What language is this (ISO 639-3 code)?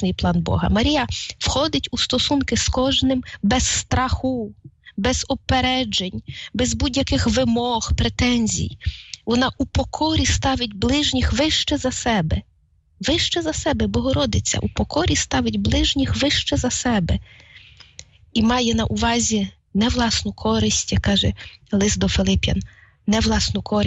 ukr